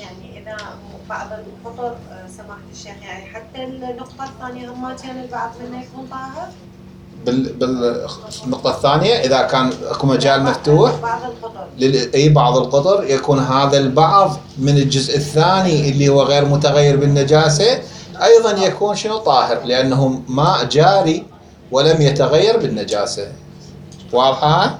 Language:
Mesopotamian Arabic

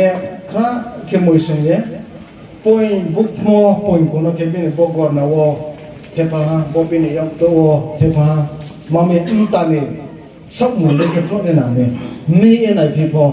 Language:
Riang (India)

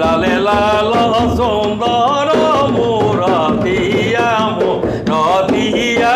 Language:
Sadri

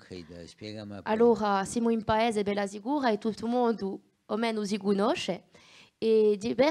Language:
Corsican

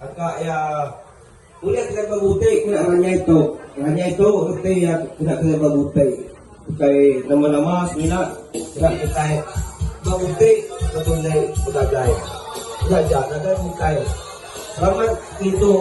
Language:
Iban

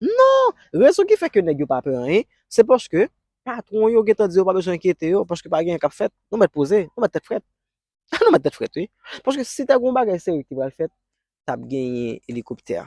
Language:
Haitian Creole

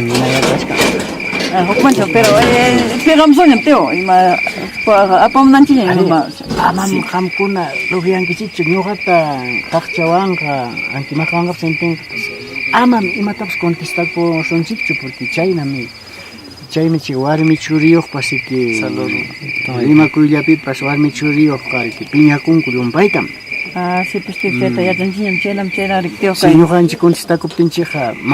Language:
Quechua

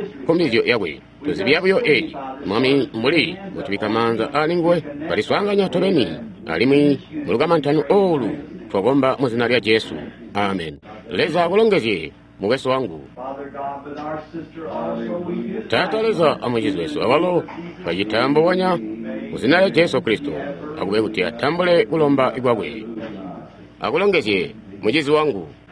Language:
Tonga (Zambia)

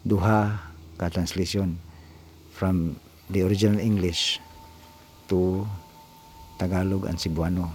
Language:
Cebuano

